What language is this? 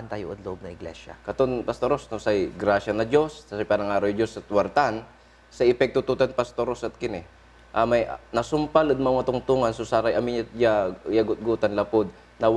Pangasinan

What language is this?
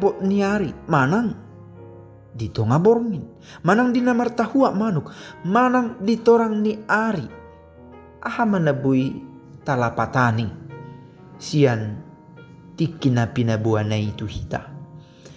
Batak Toba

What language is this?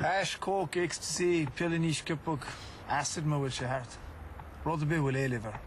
Irish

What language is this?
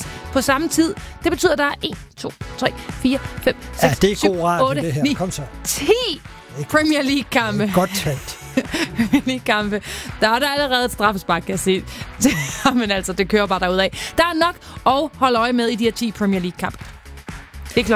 Danish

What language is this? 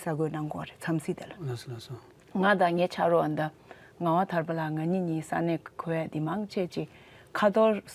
Tibetan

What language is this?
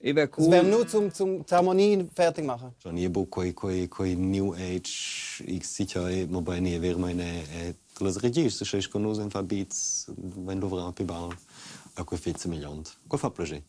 Romansh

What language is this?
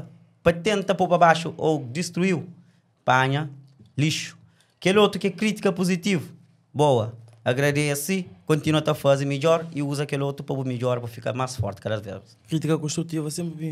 Kabuverdianu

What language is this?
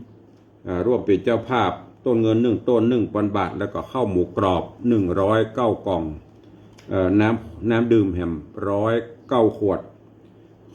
Northern Thai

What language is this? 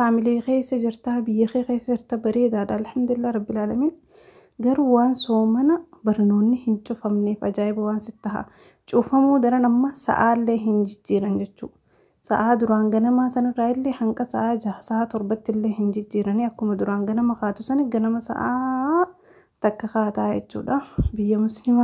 Oromo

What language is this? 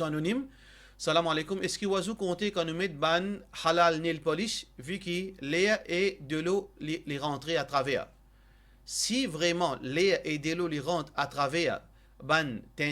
Morisyen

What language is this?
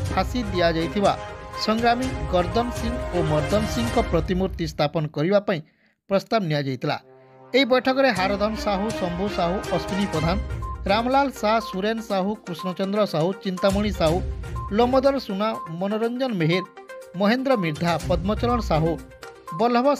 Odia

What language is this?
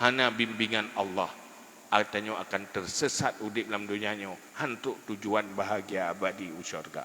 Achinese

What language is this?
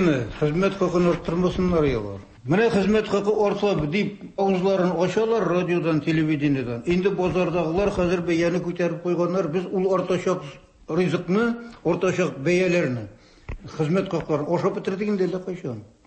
Tatar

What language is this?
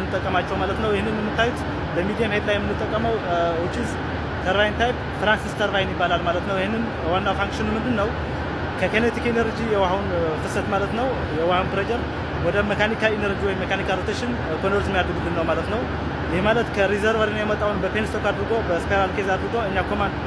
Amharic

